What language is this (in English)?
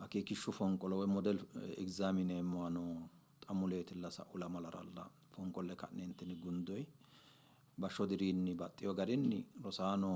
Sidamo